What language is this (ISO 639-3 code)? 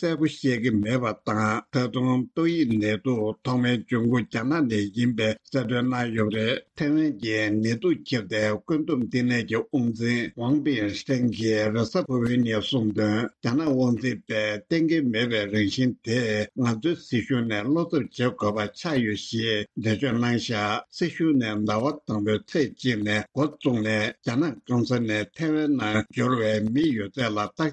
bod